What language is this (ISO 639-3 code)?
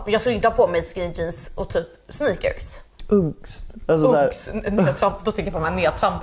swe